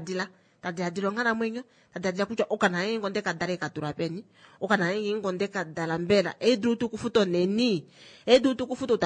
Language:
Kuanyama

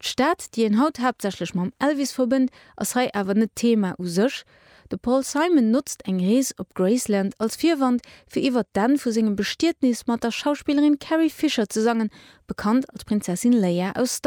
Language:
Luxembourgish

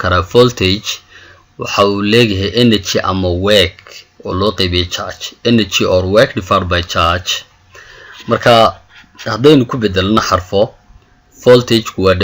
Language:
Somali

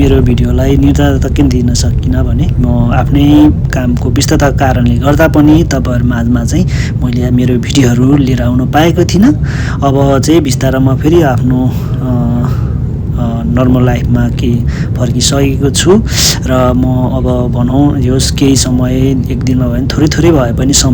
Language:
Nepali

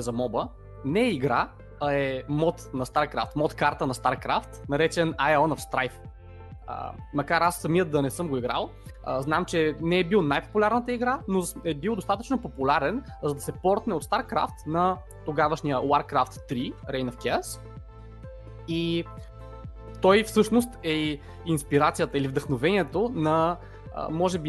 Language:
Bulgarian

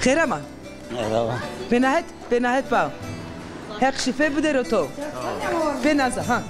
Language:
Zaza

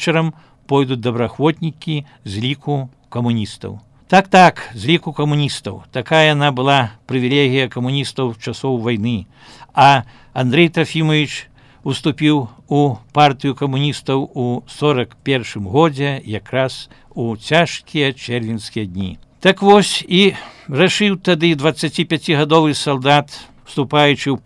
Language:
Belarusian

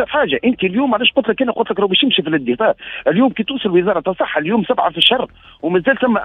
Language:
Tunisian Arabic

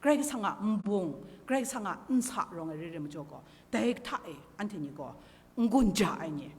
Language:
Kachin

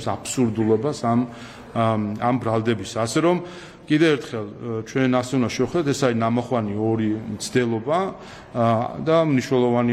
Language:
Georgian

